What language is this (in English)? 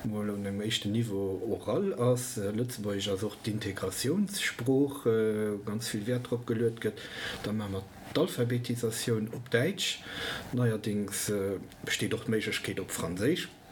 Luxembourgish